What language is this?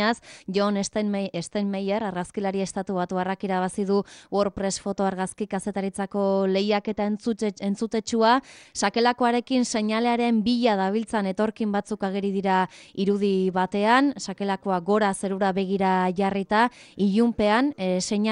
Basque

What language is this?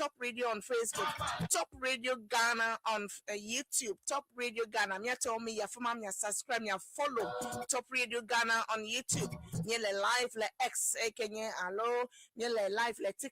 Ewe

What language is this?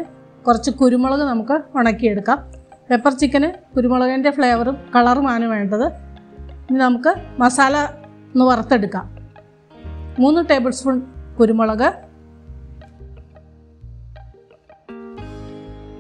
Malayalam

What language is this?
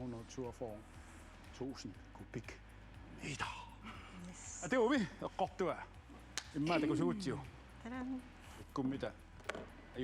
Kalaallisut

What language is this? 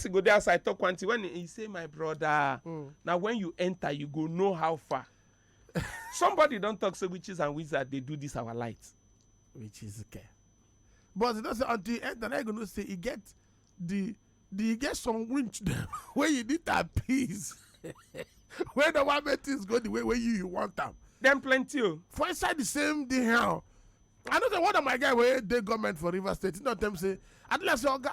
Nigerian Pidgin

